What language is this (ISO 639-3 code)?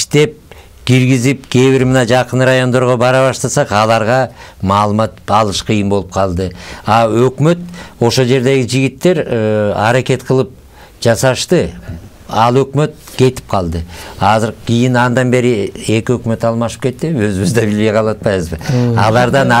kir